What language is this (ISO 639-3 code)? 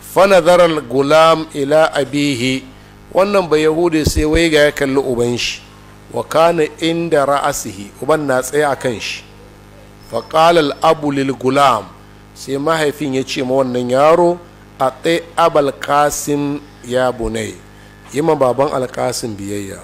hau